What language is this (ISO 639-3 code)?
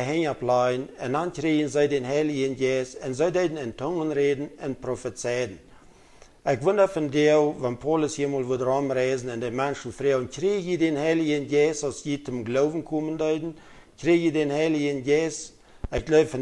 pdt